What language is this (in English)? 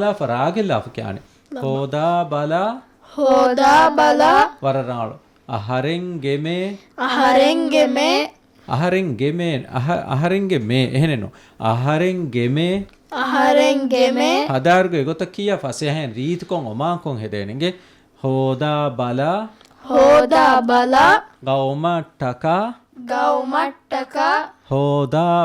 Divehi